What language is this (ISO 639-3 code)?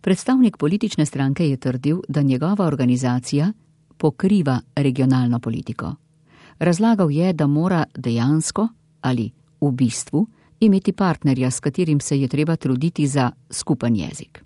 slv